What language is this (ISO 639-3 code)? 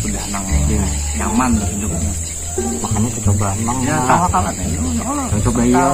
bjn